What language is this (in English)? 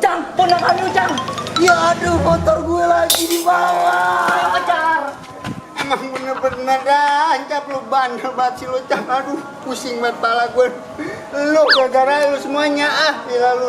Betawi